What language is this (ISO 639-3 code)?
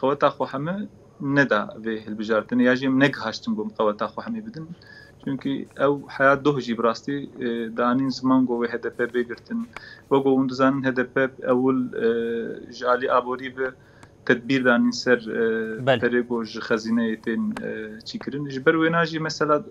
kur